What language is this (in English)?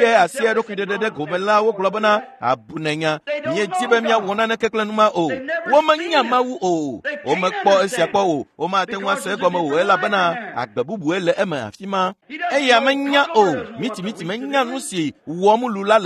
Ewe